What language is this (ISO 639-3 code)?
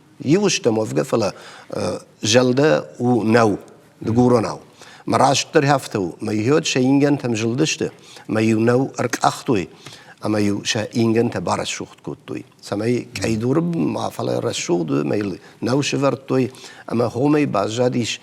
oss